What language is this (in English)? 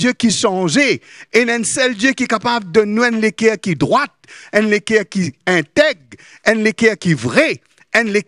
Morisyen